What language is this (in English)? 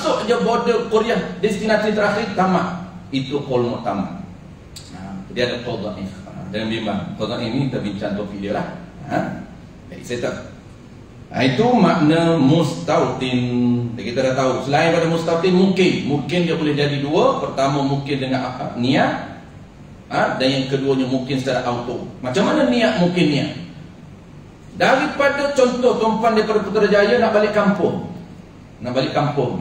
Malay